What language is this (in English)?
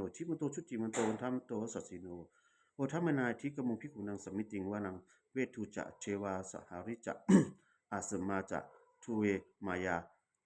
Pali